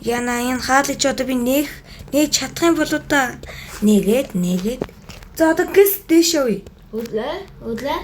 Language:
Mongolian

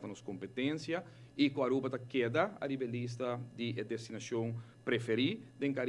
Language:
Papiamento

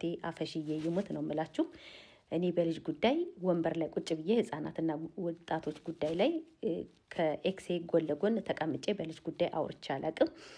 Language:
Amharic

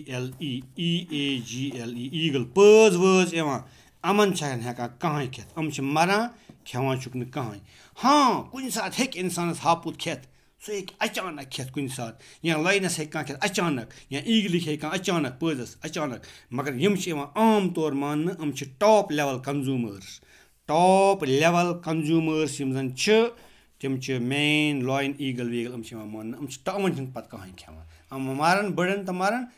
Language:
Kashmiri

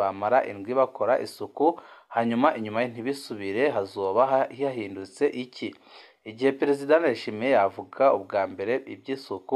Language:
Rundi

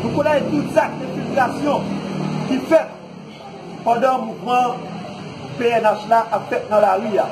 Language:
Haitian Creole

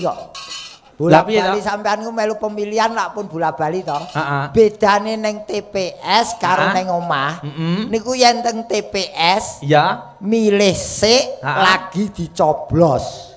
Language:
Javanese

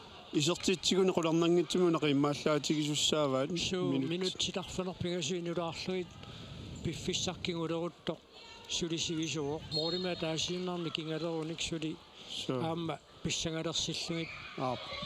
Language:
Kalaallisut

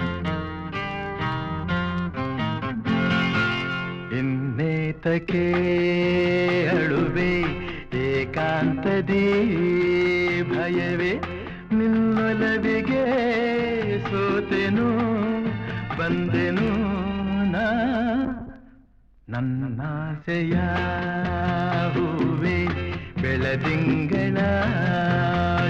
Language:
Kannada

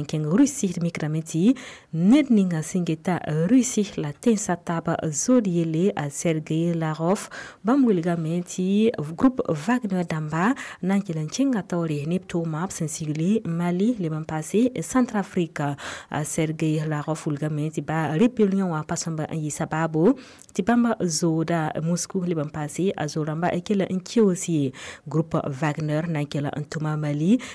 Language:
Mossi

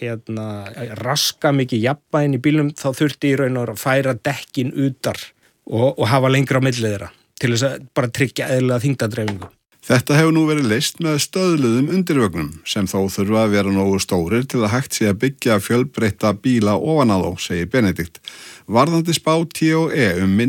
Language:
Icelandic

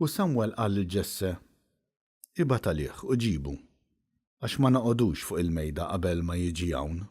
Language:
Maltese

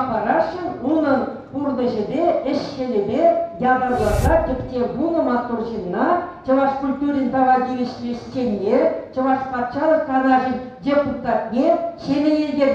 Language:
Chuvash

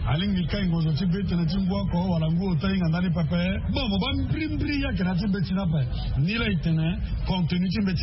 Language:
Sango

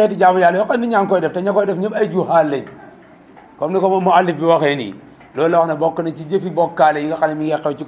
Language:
Wolof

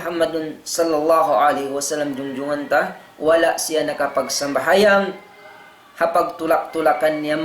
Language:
Tausug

